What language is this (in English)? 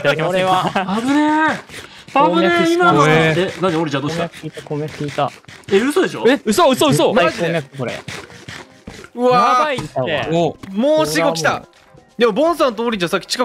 Japanese